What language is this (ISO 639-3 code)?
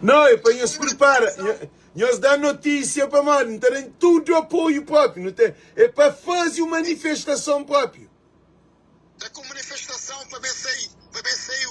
kea